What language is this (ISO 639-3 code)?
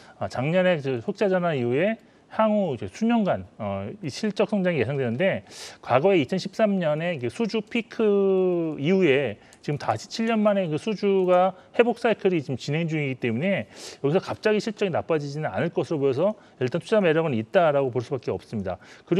kor